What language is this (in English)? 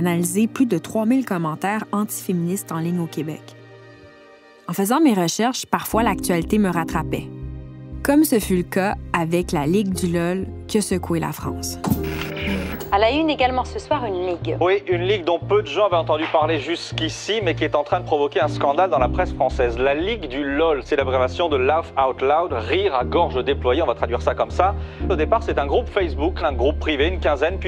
French